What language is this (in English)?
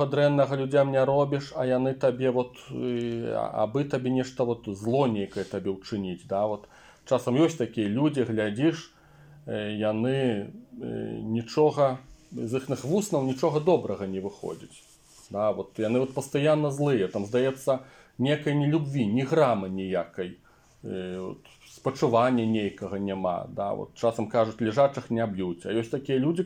Belarusian